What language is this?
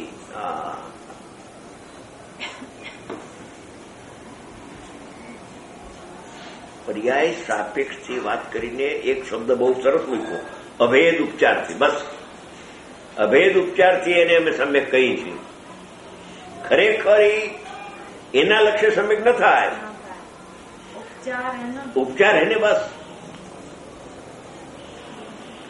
Gujarati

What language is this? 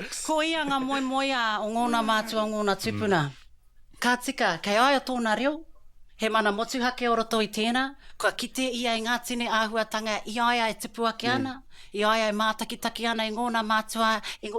Māori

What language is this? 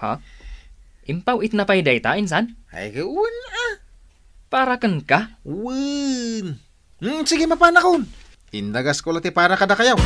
Iloko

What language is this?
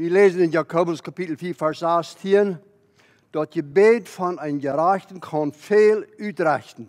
Plautdietsch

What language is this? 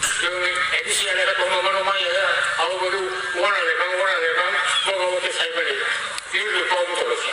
Kok Borok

